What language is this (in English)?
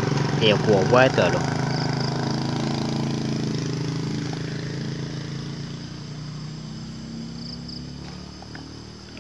Vietnamese